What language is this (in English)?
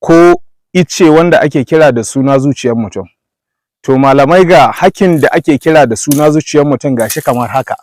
Hausa